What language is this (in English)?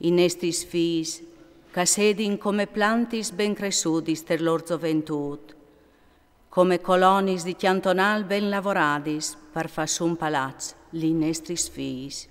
Friulian